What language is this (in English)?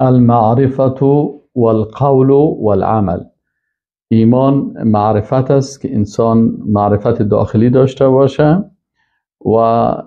Persian